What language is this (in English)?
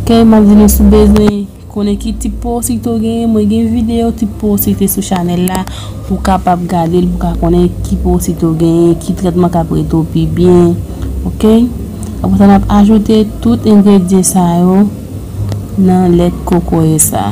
Haitian Creole